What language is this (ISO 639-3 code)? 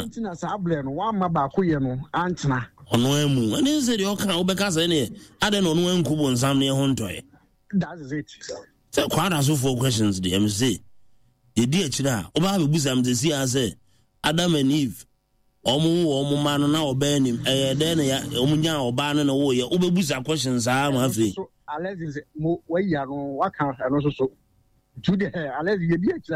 aka